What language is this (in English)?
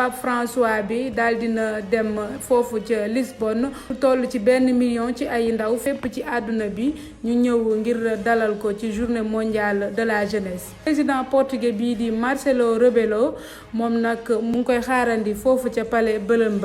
Wolof